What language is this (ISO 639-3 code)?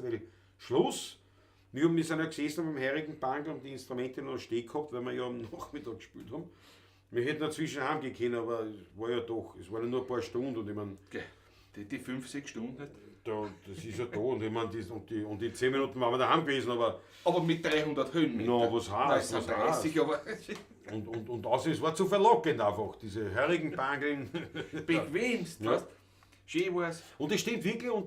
bar